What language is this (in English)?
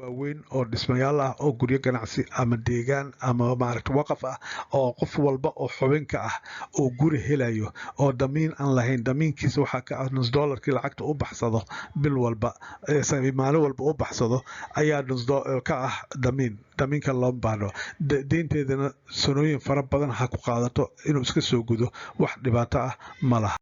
Somali